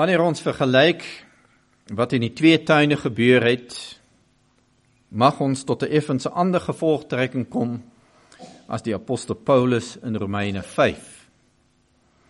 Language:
Afrikaans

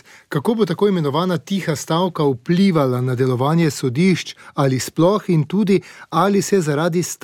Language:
Slovenian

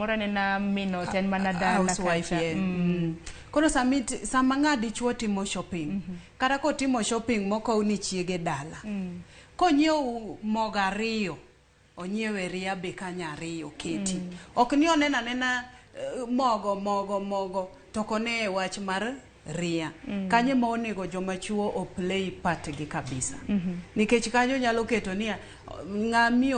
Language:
Luo (Kenya and Tanzania)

